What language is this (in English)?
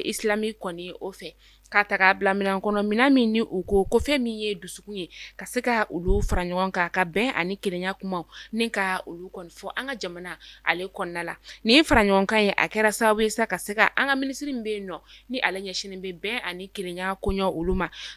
Bambara